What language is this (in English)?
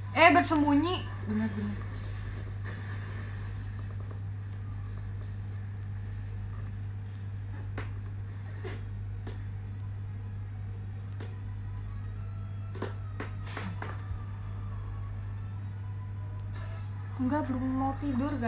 Indonesian